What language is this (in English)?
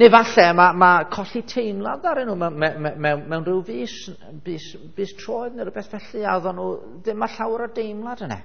Welsh